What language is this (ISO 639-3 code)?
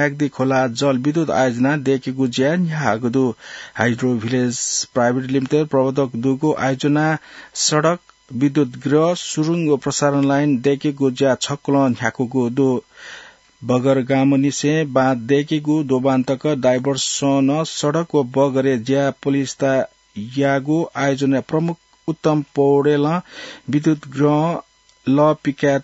new